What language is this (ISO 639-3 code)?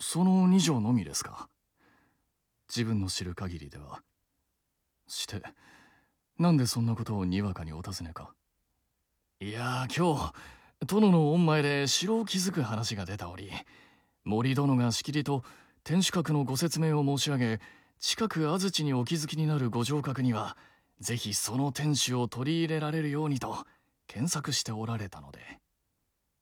jpn